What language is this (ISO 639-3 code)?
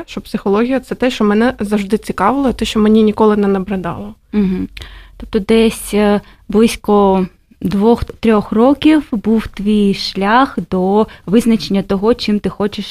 ukr